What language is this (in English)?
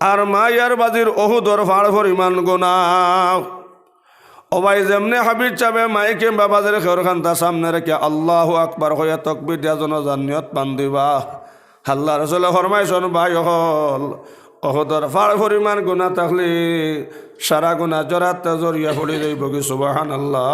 Sylheti